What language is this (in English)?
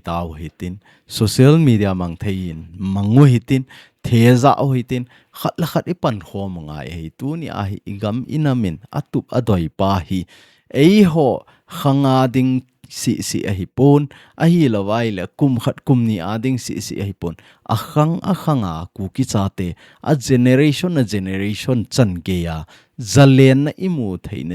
Thado Chin